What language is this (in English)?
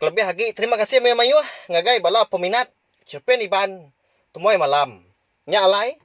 Iban